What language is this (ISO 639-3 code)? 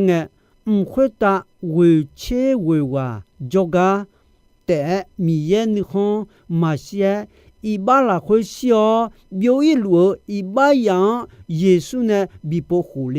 ahk